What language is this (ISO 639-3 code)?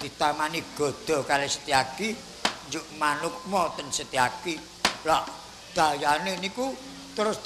jav